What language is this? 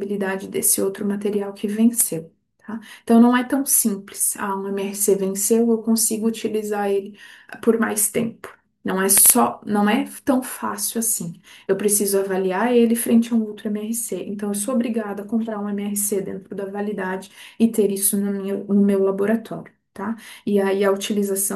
Portuguese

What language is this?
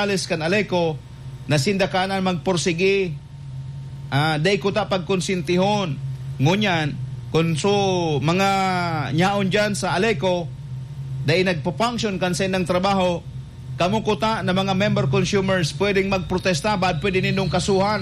Bikol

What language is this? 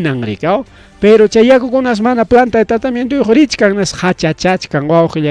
Ayacucho Quechua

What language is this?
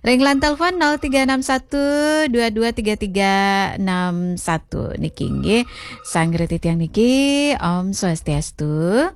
Balinese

